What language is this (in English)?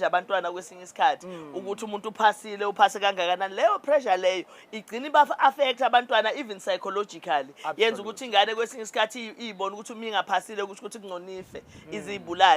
Zulu